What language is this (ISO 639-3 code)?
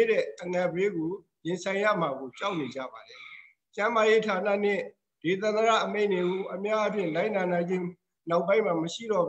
mya